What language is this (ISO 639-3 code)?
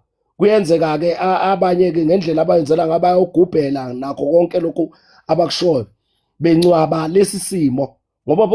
zul